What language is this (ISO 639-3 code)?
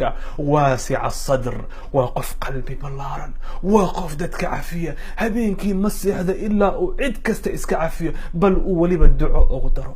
som